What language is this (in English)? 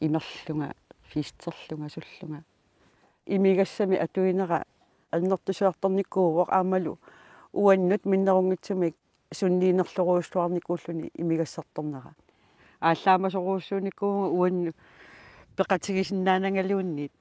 Kalaallisut